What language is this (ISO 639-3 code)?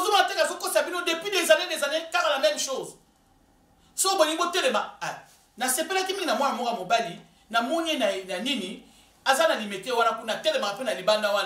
lin